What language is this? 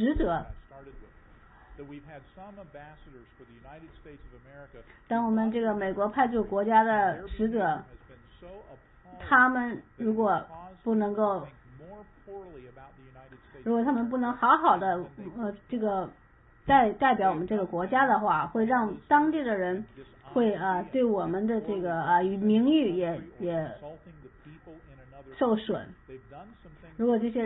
Chinese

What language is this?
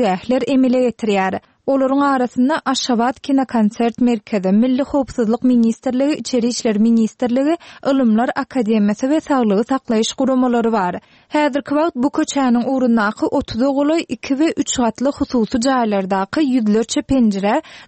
Turkmen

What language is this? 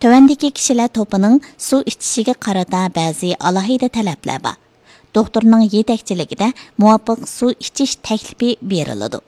Uyghur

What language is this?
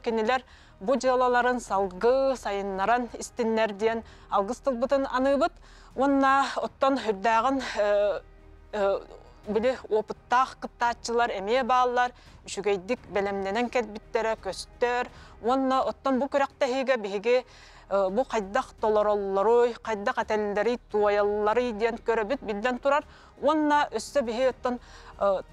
Yakut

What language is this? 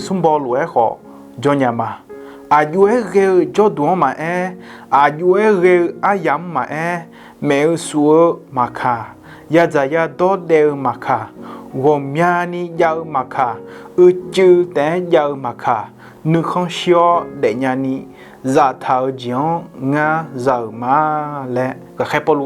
Akha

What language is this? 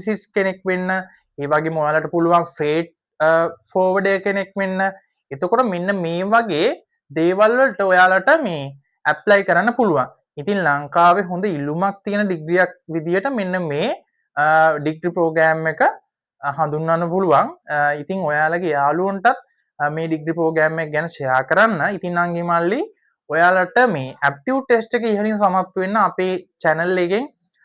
Sinhala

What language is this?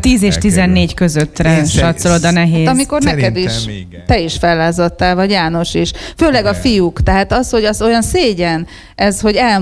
Hungarian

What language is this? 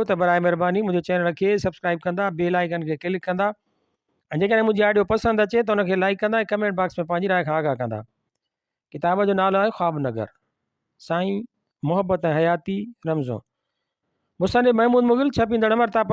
Sindhi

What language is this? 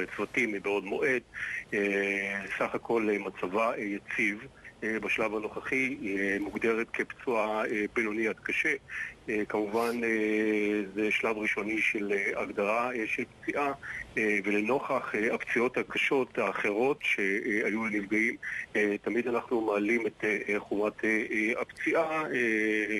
Hebrew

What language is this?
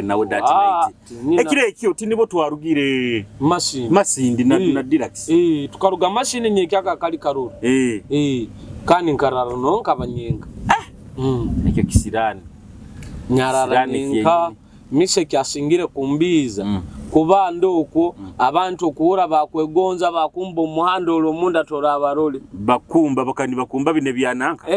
Nyoro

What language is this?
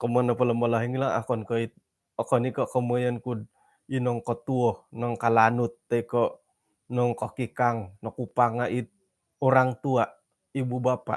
Central Dusun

